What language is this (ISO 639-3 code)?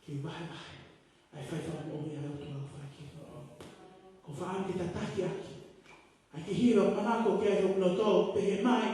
ton